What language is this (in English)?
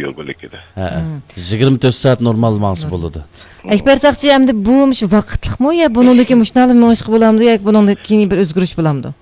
Uyghur